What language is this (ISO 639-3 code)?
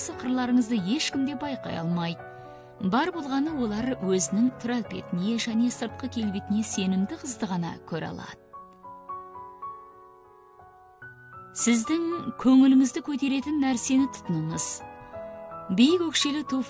kaz